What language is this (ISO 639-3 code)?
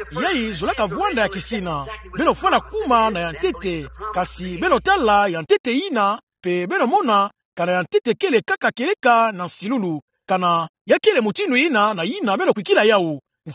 ktu